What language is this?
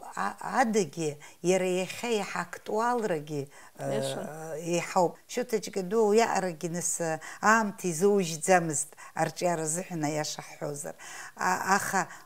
Abkhazian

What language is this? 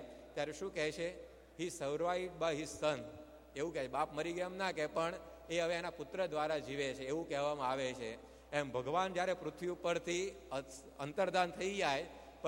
Gujarati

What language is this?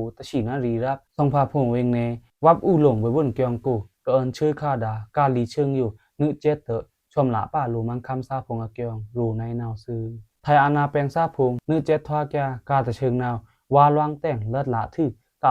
Pa'o Karen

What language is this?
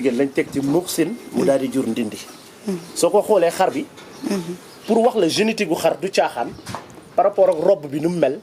Wolof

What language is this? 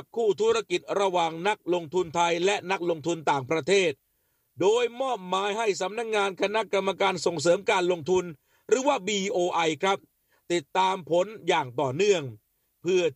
Thai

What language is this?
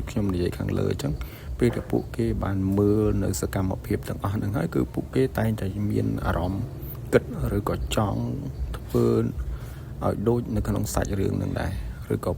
Khmer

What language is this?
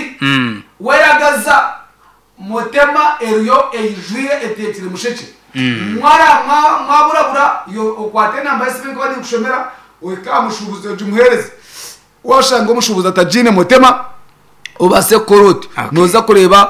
Nyankole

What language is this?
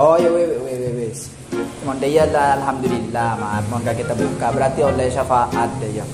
Madurese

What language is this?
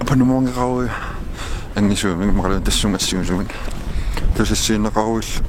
Kalaallisut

